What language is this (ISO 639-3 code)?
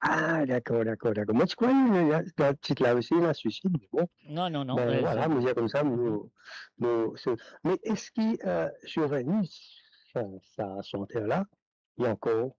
mfe